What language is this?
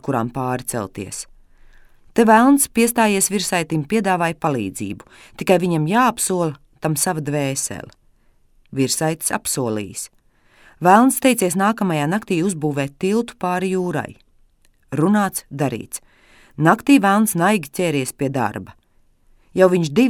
Latvian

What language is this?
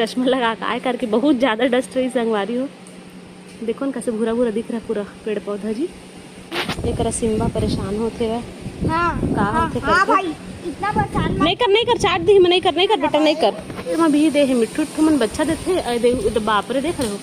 Chhattisgarhi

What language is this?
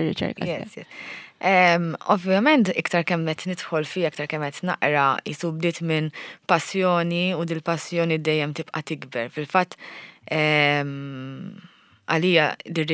Maltese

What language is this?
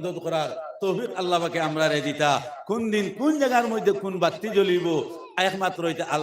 Sylheti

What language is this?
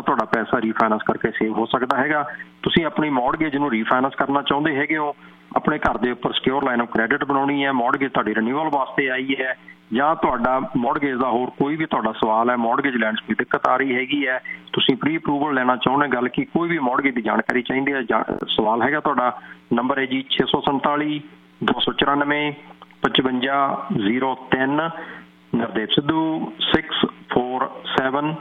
Punjabi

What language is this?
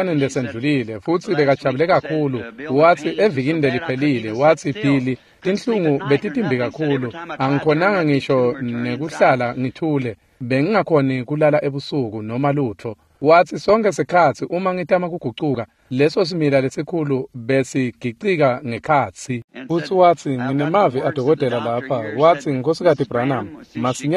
Swati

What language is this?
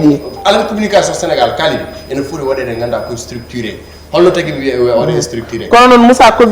Fula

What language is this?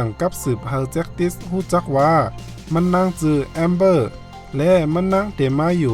Shan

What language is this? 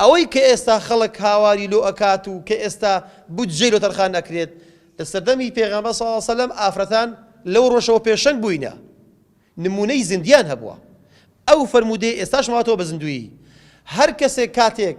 Central Kurdish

